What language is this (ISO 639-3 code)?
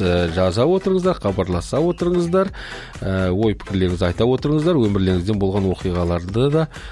kaz